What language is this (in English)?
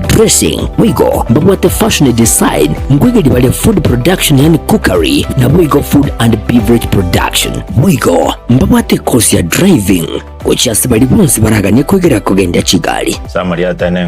Gusii